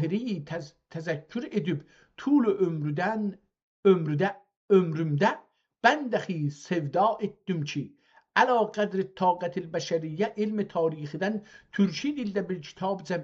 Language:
South Azerbaijani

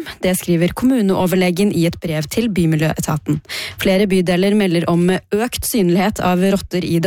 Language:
Norwegian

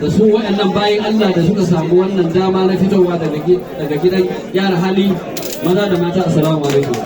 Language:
Hausa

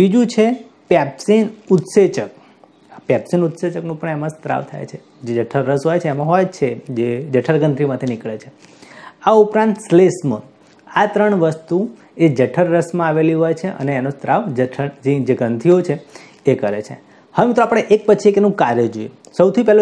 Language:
Gujarati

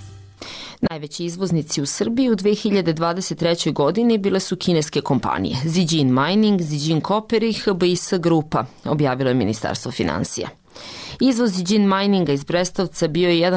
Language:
Serbian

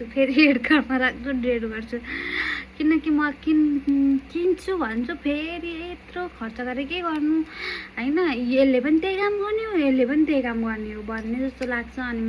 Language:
Nepali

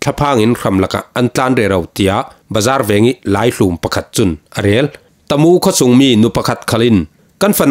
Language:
Falam Chin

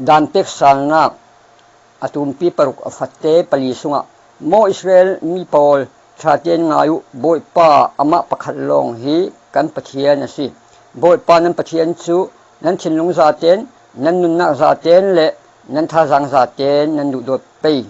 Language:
Falam Chin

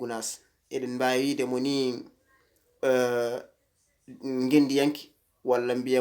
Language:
Fula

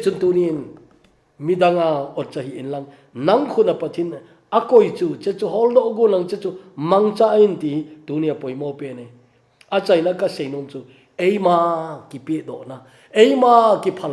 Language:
Thado Chin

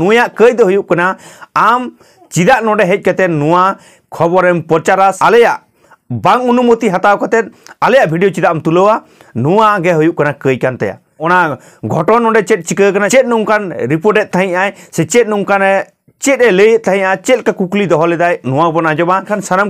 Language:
Santali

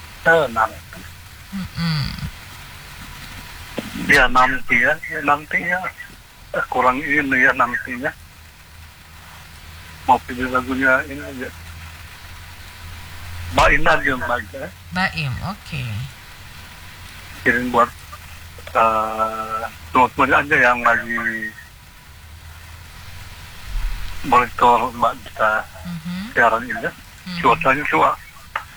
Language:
Indonesian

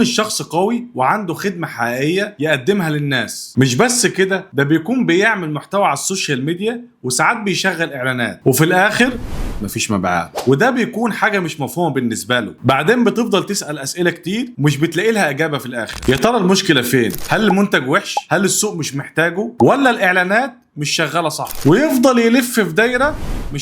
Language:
Egyptian Arabic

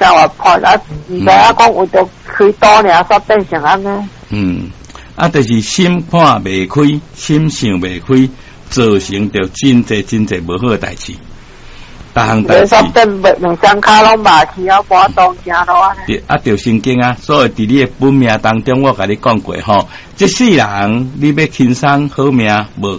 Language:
Min Nan Chinese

